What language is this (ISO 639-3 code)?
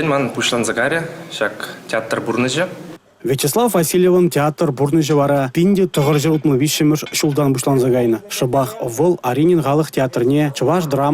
chv